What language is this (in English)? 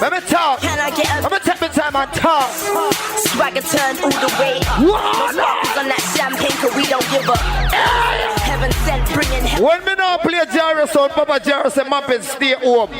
Jamaican Creole English